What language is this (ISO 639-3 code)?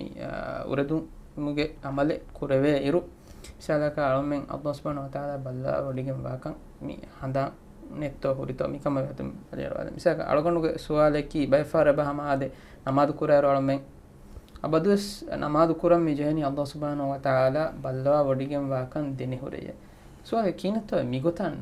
div